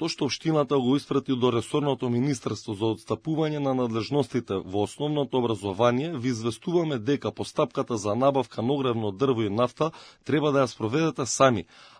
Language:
Macedonian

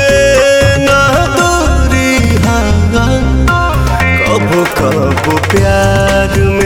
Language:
Bhojpuri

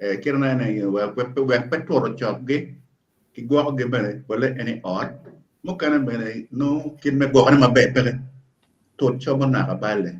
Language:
Acoli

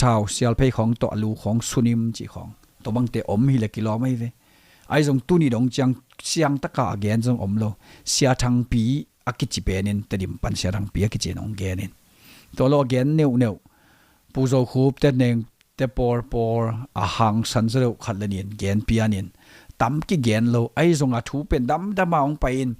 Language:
Tedim Chin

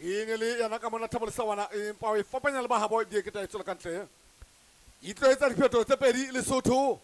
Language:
Southern Sotho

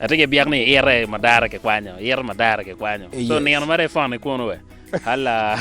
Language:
Acoli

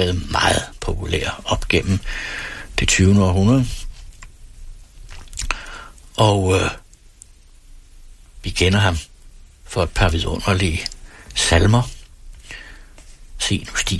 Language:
Danish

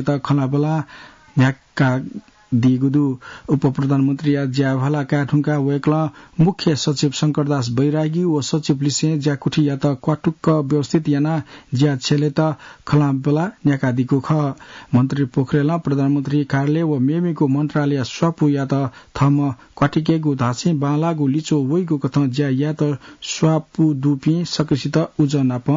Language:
Newari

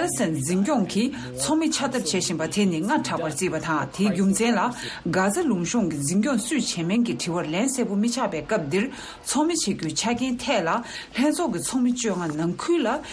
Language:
Tibetan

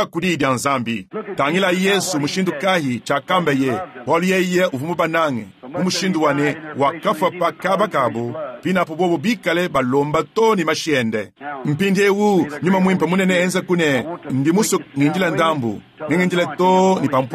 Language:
Luba-Lulua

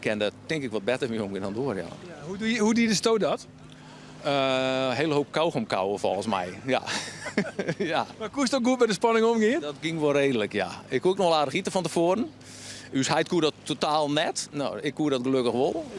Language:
Western Frisian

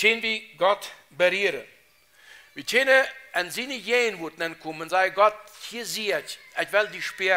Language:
Plautdietsch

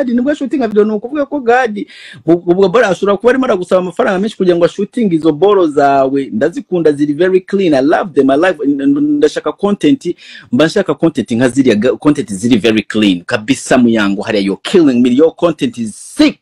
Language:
Kinyarwanda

